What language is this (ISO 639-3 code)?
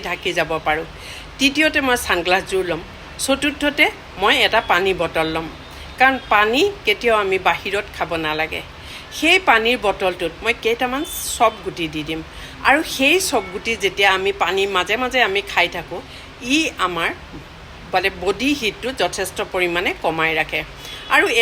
asm